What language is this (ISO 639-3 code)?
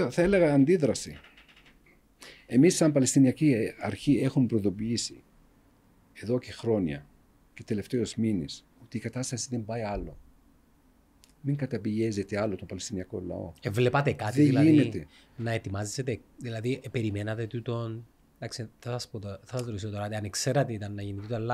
ell